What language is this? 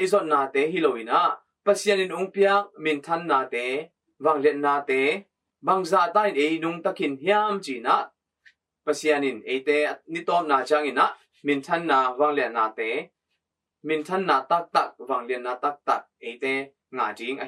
Tedim Chin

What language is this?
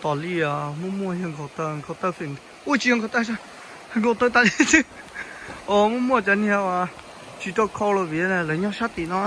Hmong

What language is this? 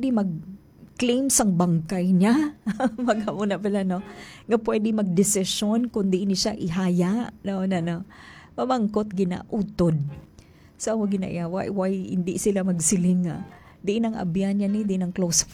Hiligaynon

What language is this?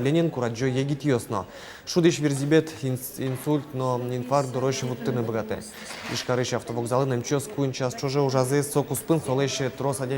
Udmurt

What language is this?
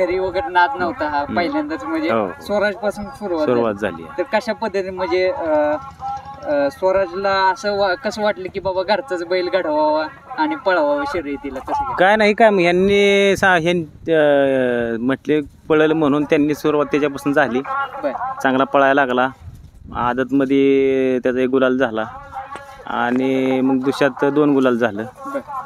Marathi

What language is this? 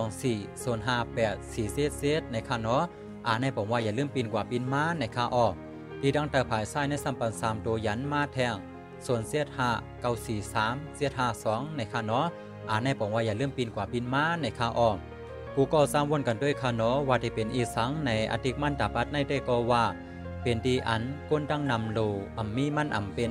Shan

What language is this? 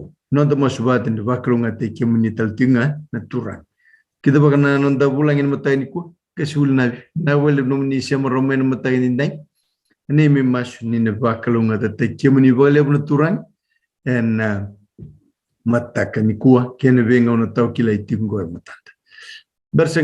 Fijian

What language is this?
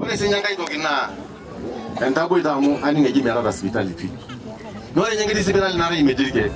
Masai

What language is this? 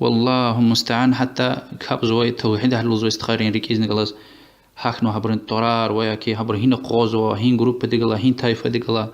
Lezghian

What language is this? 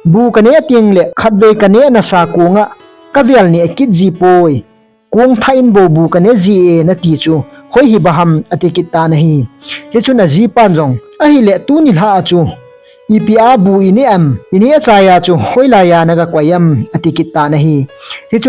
Thado Chin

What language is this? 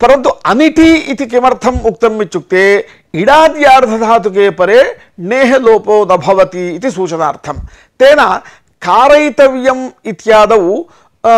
Sanskrit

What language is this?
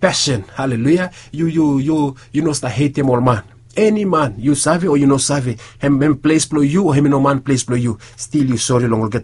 Bislama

